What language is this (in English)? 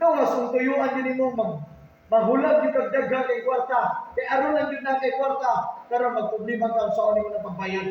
Cebuano